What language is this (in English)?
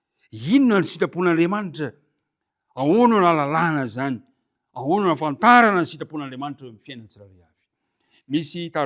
Malagasy